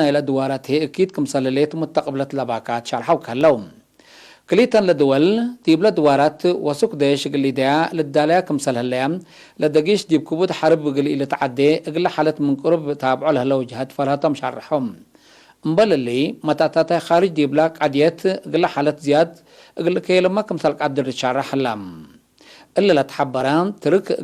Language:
Tigre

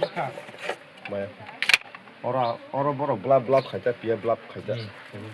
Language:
Kok Borok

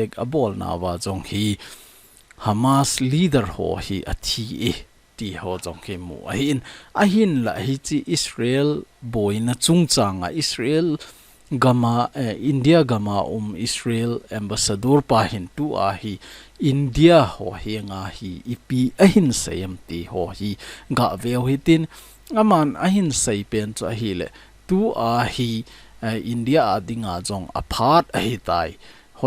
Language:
Thado Chin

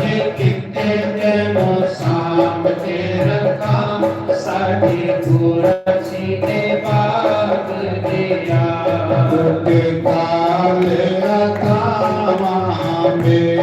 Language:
Dogri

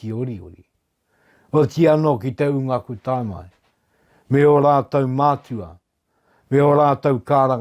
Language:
Māori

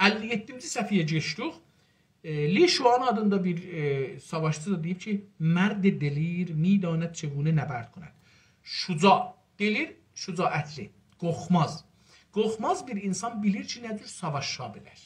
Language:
South Azerbaijani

